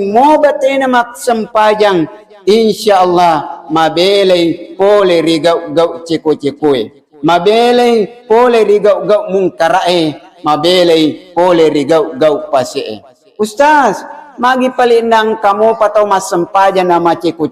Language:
Buginese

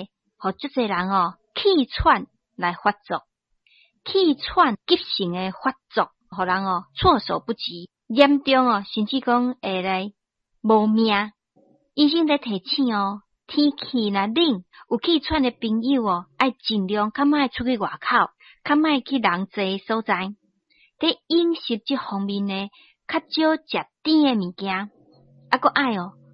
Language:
Min Nan Chinese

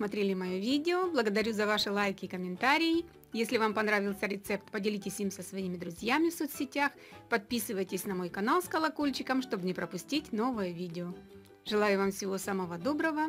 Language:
Russian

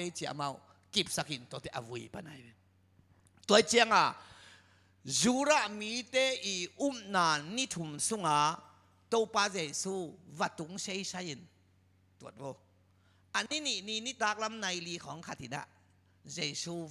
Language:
Tedim Chin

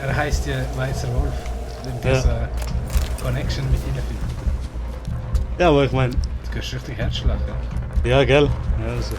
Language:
Swiss German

